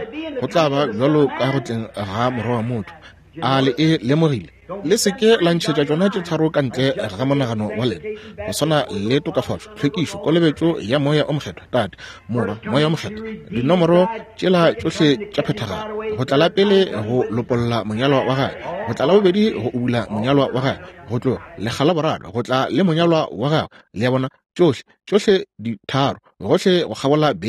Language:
Northern Sotho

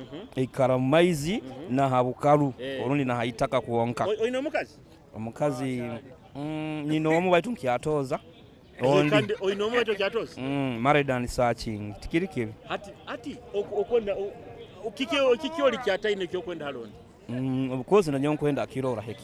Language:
Nyoro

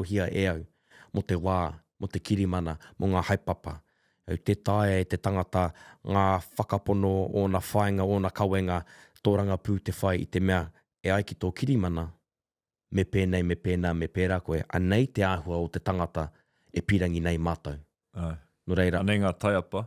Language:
Māori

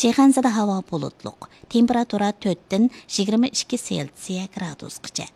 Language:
Uyghur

